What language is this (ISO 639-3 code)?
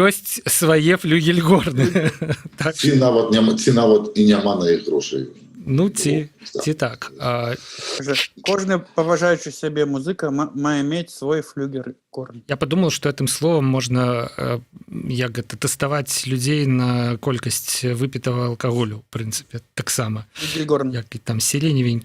bel